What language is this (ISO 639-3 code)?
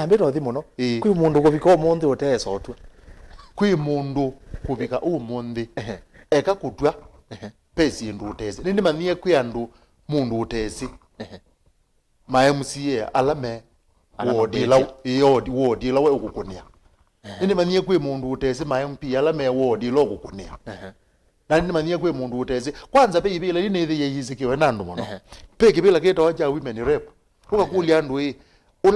kam